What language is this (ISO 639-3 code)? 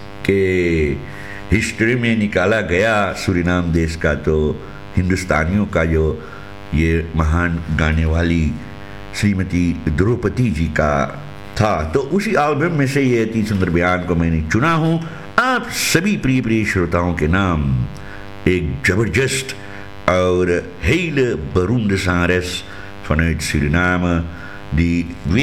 hin